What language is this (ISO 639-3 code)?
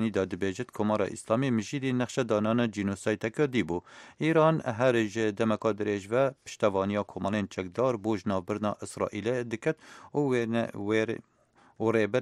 kur